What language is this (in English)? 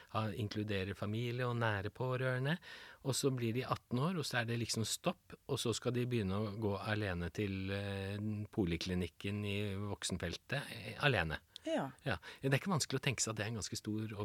Norwegian